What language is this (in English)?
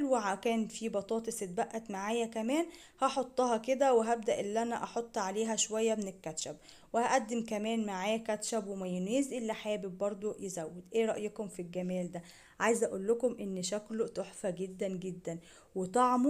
Egyptian Arabic